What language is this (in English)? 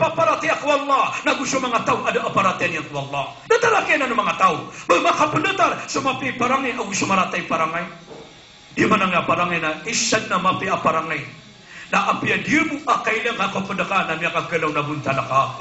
Maranao